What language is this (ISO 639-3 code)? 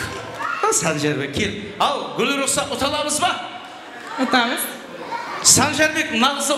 kaa